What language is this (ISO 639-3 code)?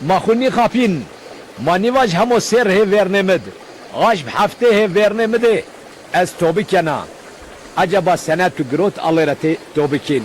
zza